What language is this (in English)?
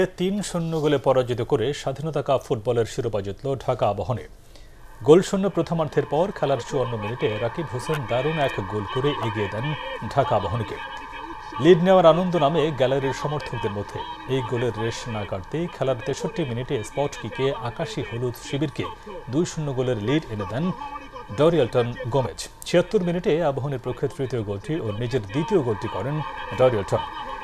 Bangla